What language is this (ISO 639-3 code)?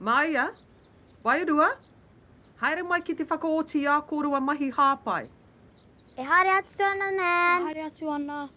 mri